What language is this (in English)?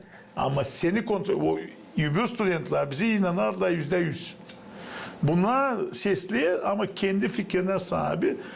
Gagauz